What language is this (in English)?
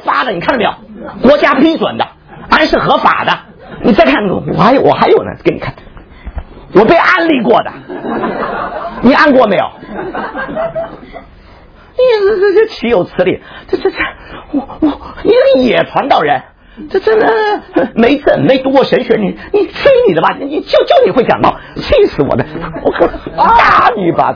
Chinese